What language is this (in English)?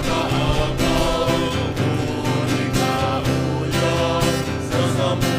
Bikol